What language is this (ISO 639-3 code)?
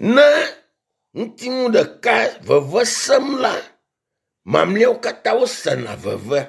ewe